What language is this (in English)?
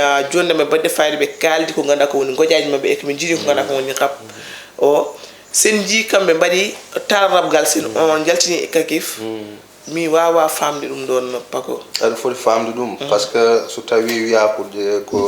Fula